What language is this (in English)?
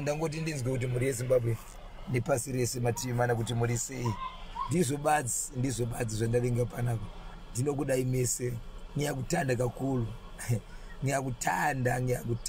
Shona